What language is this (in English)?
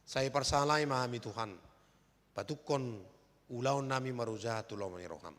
Batak Toba